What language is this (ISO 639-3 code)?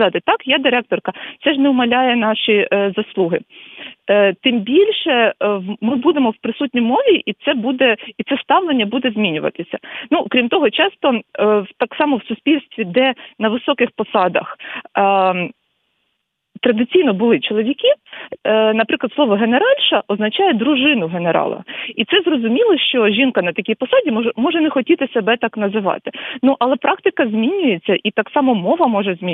ukr